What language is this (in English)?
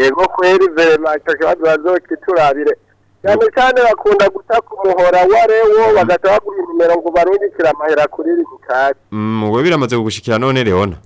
Rundi